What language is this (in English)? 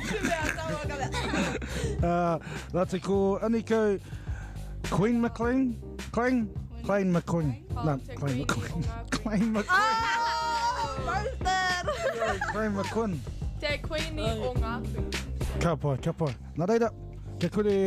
Māori